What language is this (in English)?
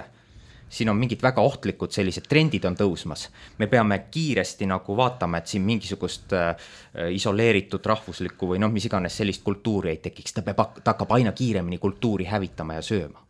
Estonian